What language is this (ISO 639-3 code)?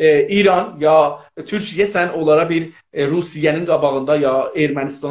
azb